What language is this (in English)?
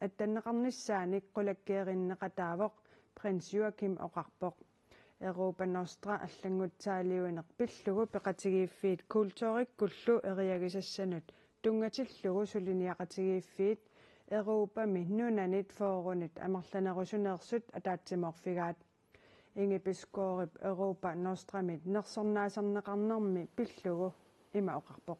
Kalaallisut